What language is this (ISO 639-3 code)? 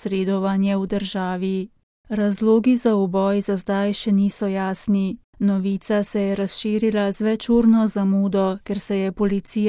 slv